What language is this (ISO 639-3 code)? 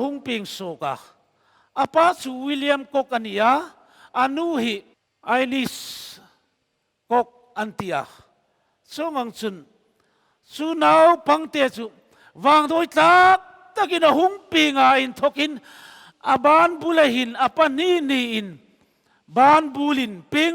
hmr